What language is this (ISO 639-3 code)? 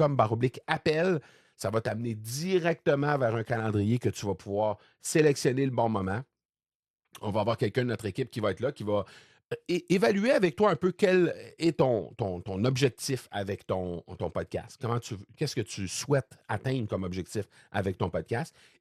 fra